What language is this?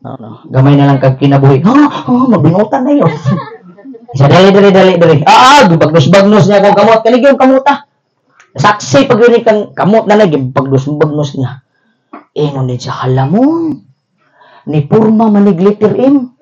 Cebuano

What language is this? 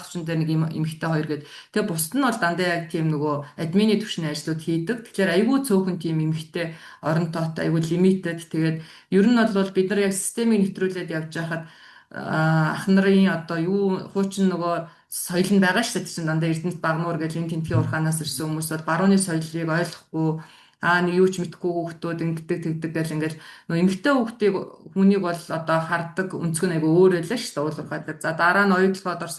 Mongolian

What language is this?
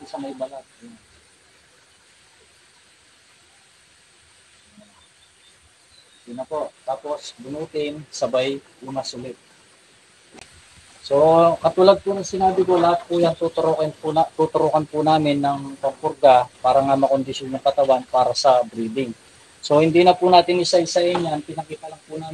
Filipino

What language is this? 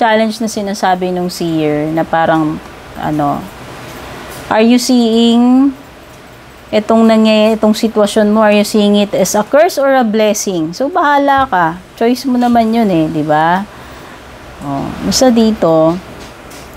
Filipino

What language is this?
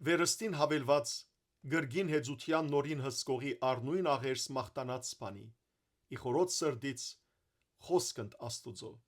Western Armenian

